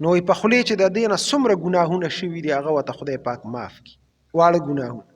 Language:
Pashto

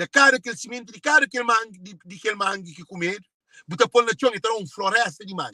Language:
Kabuverdianu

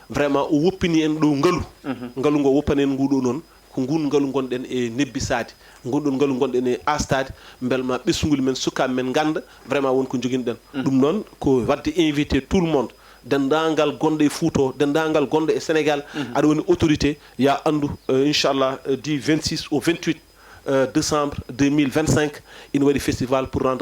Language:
Fula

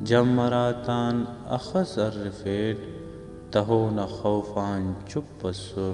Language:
Brahui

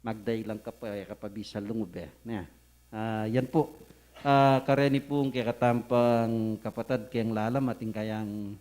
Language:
Pampanga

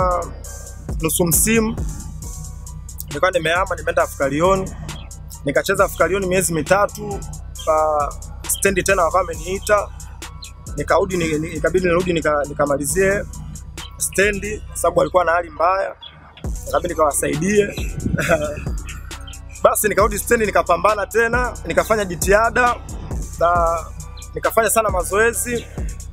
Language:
Swahili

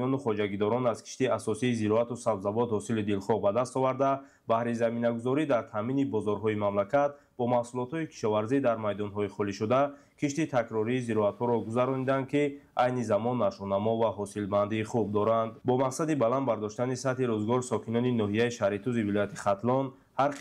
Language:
Tajik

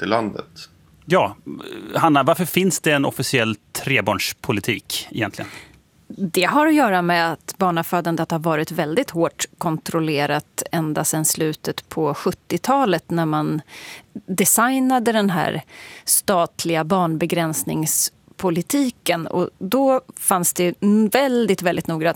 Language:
Swedish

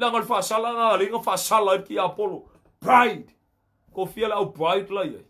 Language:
Samoan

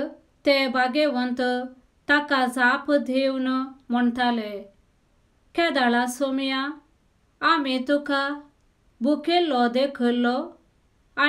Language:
Konkani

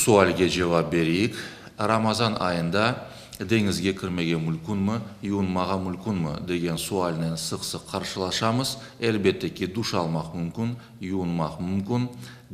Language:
Crimean Tatar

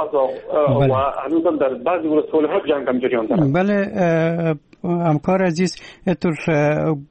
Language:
Persian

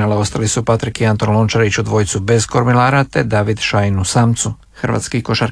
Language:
Croatian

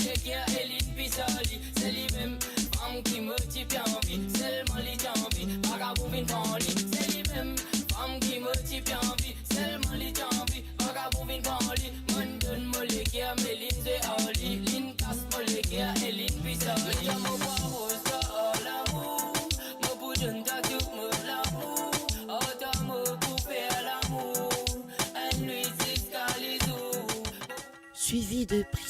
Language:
Morisyen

